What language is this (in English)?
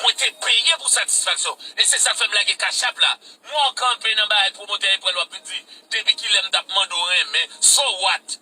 Haitian Creole